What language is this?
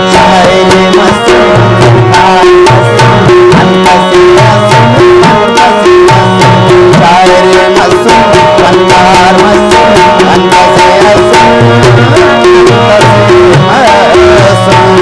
Brahui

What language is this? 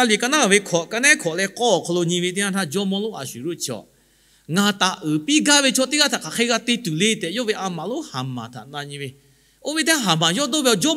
Lahu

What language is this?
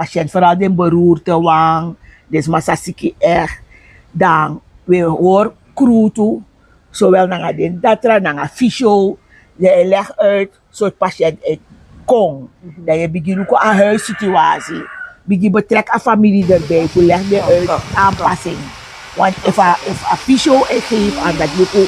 Sranan Tongo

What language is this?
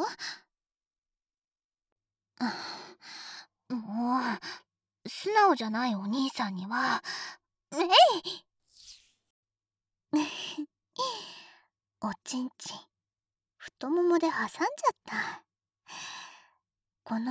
Japanese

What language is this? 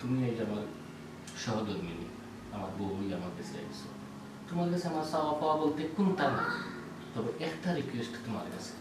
Sylheti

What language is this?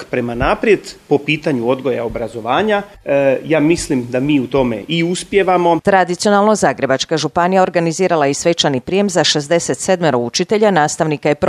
Croatian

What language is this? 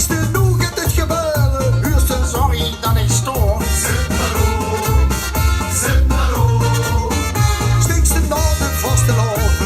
Limburgish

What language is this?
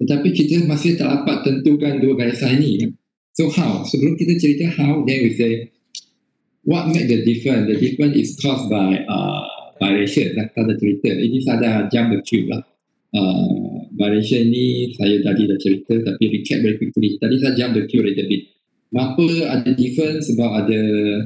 Malay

